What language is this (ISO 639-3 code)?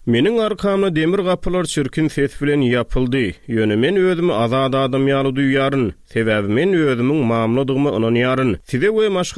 tuk